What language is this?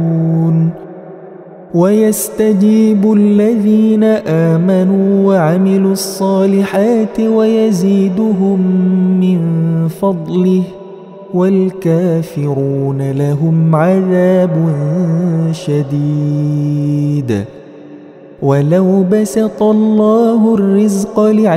Arabic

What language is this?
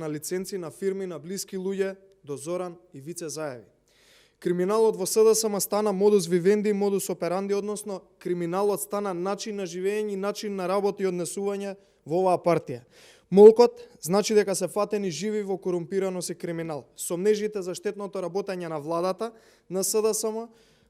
Macedonian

